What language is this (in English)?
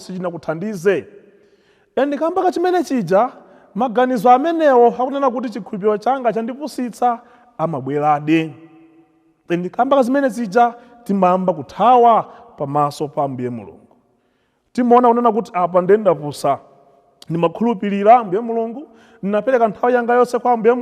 Nyanja